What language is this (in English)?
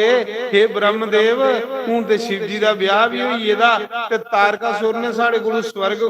Dogri